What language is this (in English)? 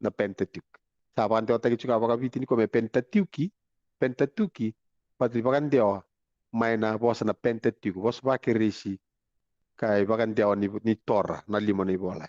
Fijian